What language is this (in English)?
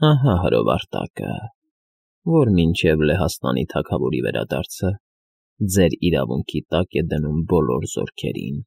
Armenian